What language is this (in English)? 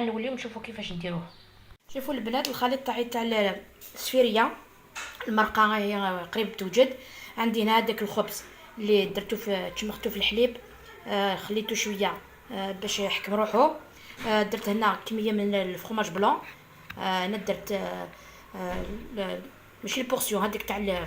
Algerian Arabic